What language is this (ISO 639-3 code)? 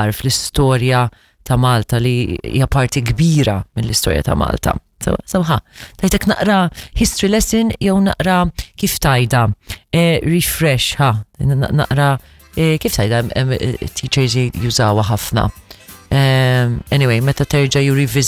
mlt